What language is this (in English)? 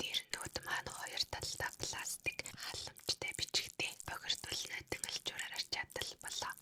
Mongolian